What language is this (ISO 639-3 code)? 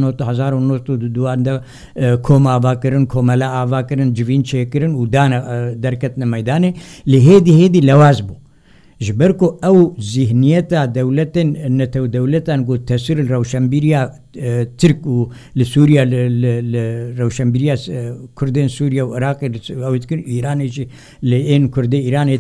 kur